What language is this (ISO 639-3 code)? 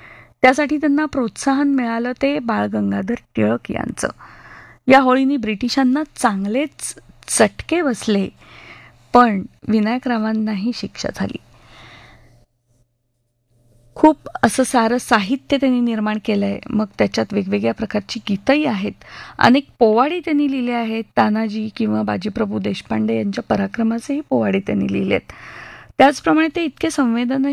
mar